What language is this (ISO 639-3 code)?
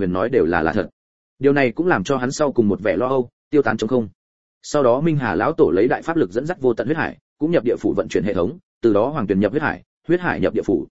vie